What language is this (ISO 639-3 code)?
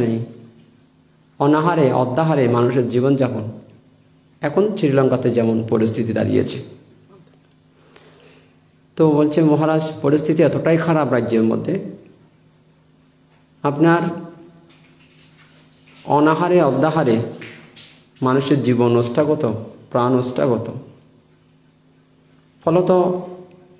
ben